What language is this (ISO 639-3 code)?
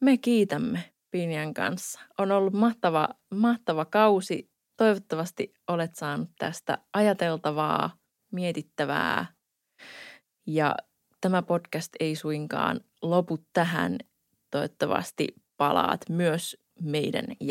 fin